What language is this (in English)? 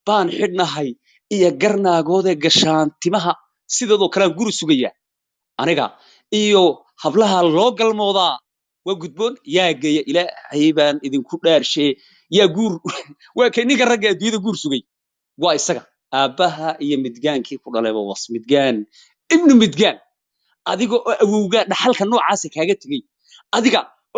Somali